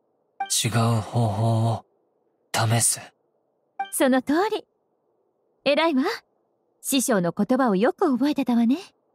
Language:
Japanese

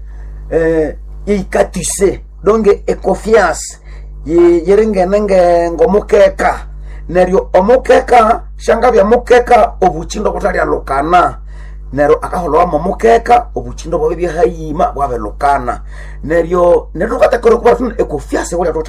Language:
Nande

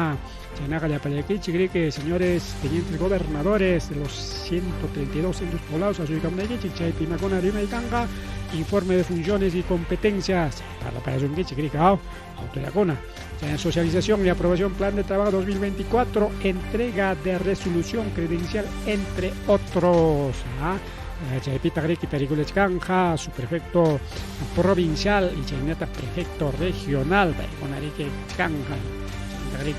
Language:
Ayacucho Quechua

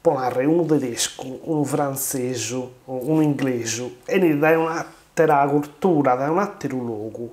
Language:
Sardinian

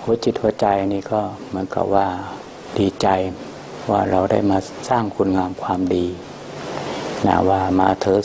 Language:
Thai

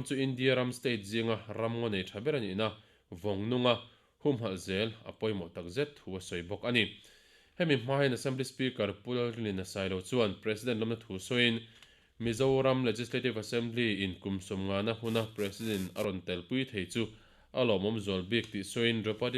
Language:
Mizo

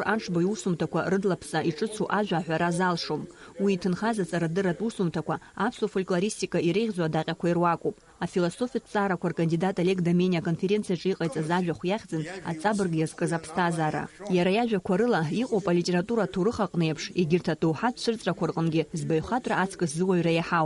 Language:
Abkhazian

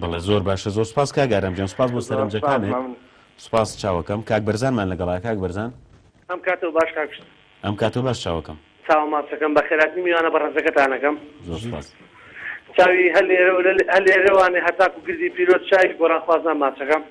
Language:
Central Kurdish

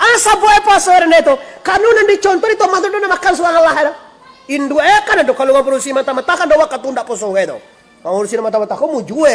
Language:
Minangkabau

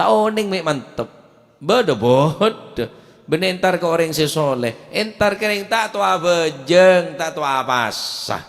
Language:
Madurese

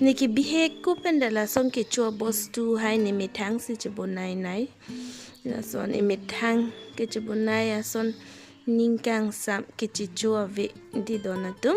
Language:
Karbi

